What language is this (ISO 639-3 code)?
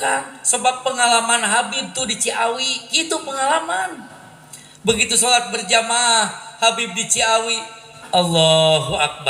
sun